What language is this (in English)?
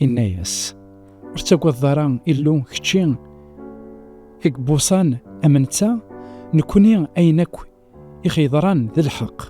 Kabyle